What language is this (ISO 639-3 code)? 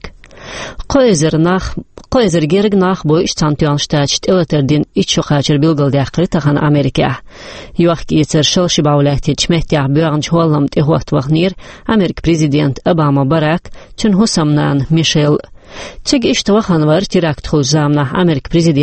che